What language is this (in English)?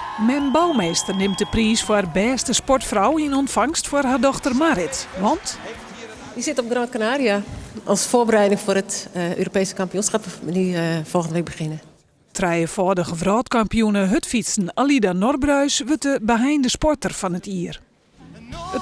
Western Frisian